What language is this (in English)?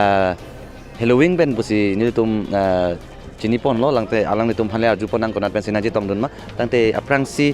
Karbi